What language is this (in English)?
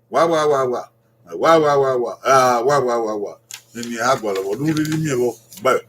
Bini